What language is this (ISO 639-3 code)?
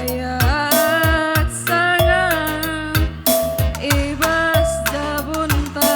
btx